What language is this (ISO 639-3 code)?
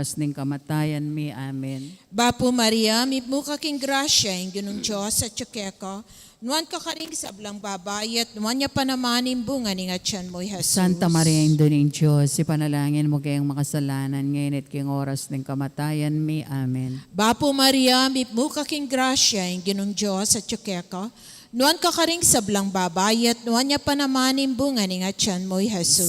pam